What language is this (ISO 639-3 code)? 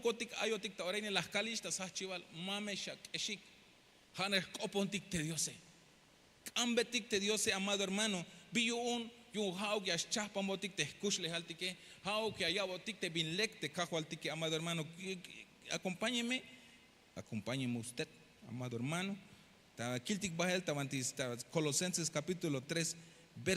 tzh